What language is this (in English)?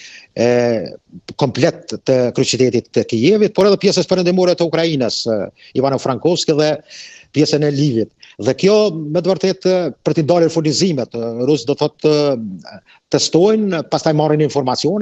Albanian